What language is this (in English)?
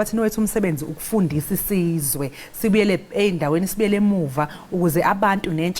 Zulu